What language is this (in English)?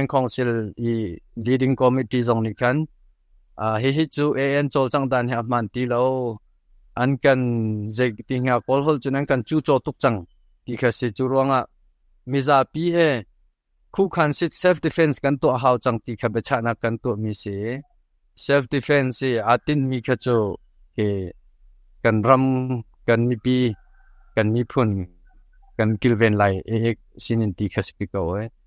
Hakha Chin